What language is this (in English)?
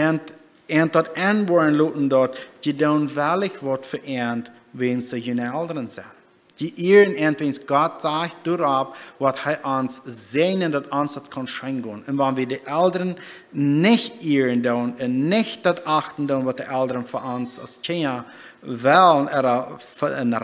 Plautdietsch